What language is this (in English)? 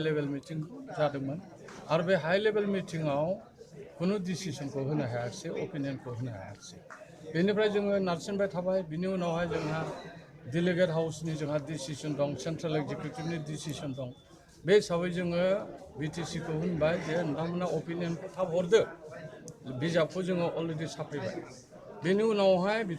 Bodo